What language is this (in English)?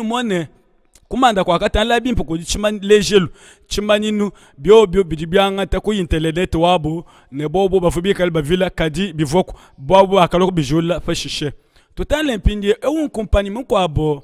Luba-Lulua